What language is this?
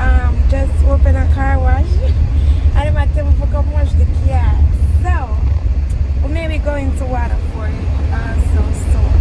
Jamaican Creole English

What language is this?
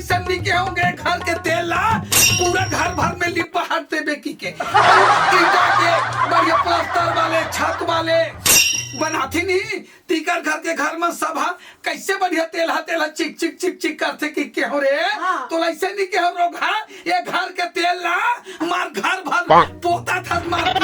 Chhattisgarhi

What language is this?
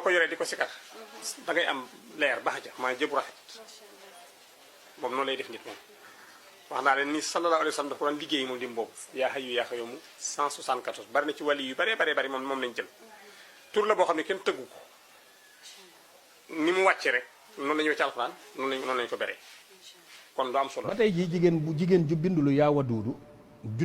Wolof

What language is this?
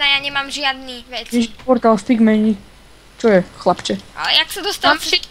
Slovak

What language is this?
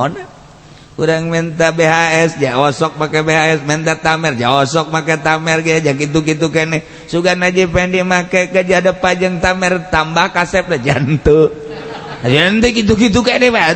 Sundanese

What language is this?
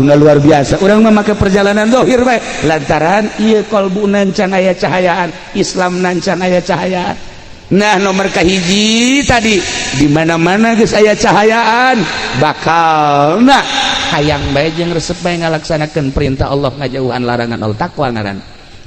Sundanese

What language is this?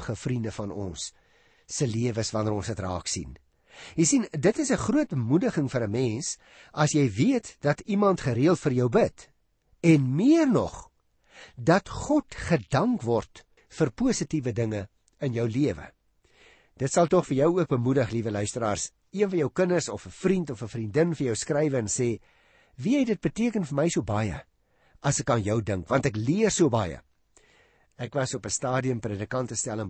Afrikaans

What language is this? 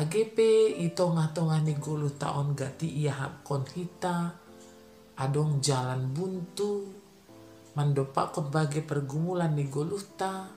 Batak Simalungun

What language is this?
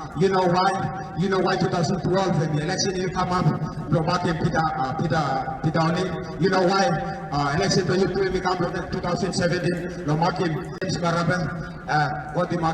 Tok Pisin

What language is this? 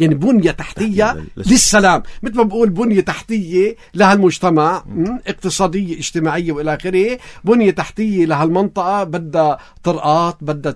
North Levantine Arabic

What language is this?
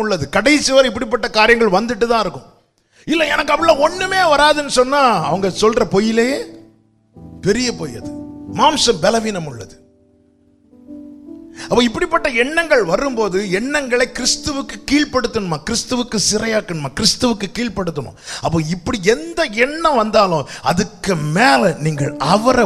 Tamil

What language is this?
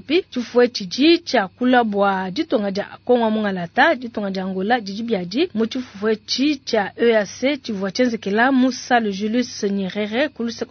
Luba-Lulua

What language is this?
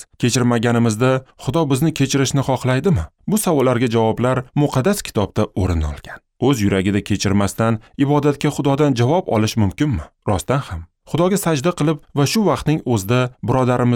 Uzbek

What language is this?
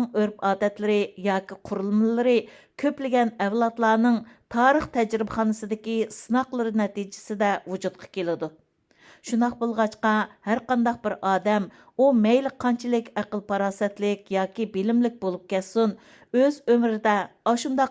Uyghur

